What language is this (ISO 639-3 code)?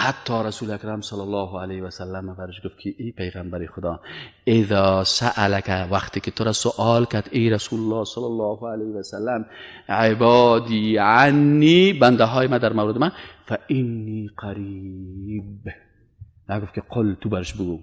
fas